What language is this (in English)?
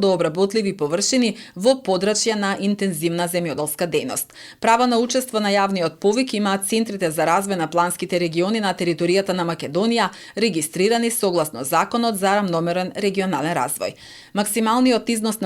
Macedonian